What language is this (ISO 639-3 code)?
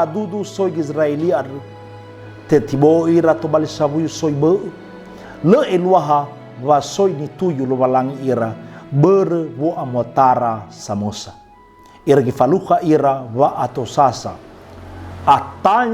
nia